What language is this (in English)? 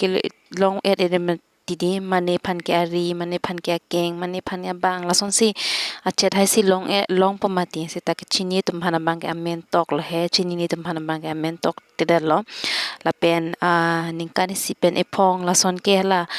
Karbi